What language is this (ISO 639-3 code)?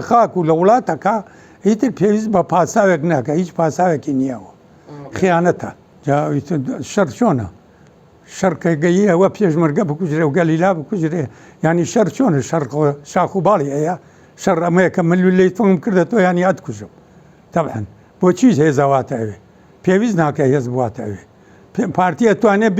ckb